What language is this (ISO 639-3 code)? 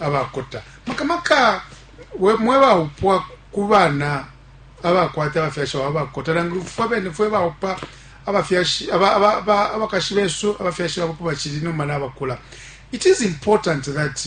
bem